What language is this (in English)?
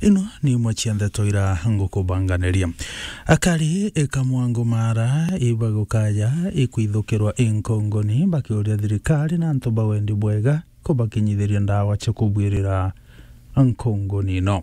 Meru